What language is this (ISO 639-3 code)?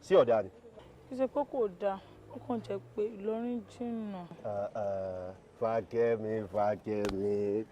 yor